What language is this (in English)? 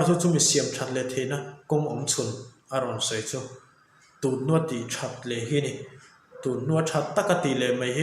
Mizo